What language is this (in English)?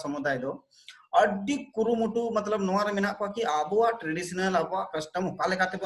Santali